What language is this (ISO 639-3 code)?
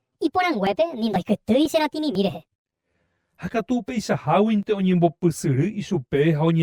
grn